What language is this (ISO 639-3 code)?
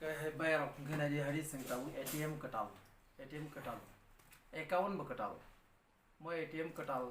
trp